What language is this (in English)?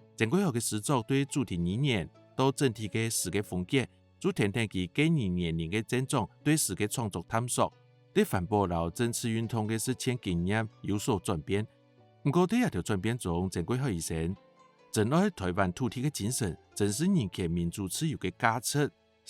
Hakka Chinese